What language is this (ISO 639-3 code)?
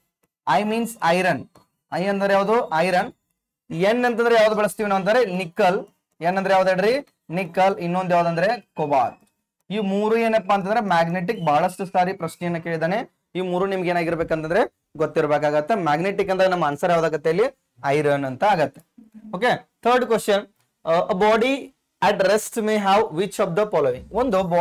kan